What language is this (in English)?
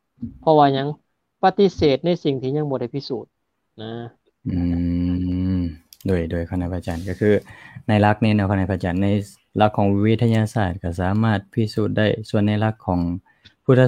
Lao